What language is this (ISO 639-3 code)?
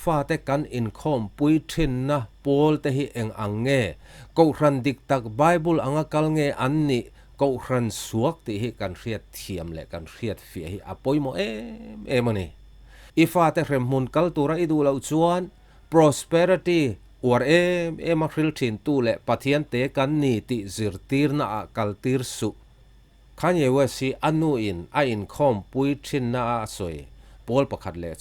lus